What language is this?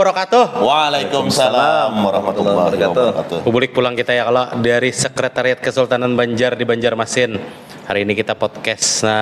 Banjar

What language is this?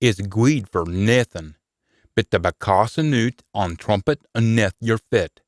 Scots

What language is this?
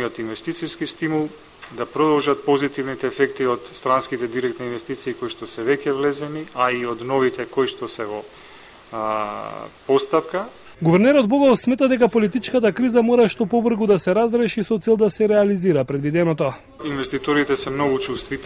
Macedonian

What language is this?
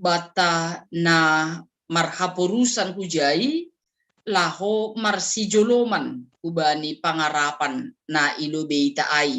Batak Simalungun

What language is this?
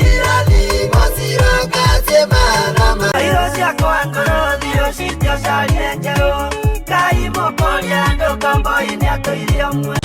Kikuyu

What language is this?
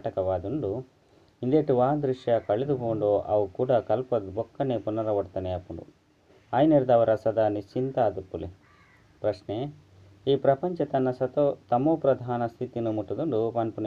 Tulu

